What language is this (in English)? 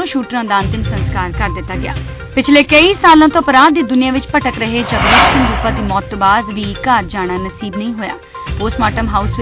Punjabi